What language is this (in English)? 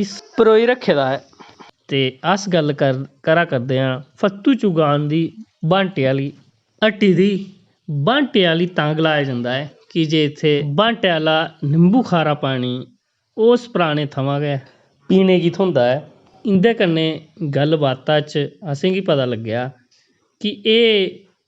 Dogri